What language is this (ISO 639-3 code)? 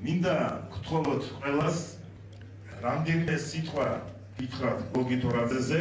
kat